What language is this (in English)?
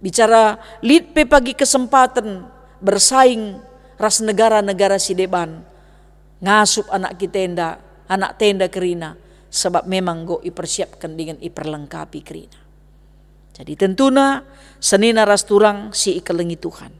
Batak Karo